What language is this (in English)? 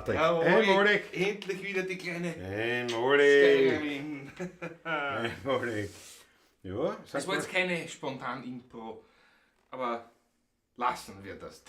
Bavarian